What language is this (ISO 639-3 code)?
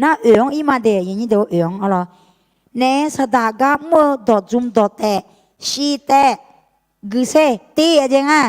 ahk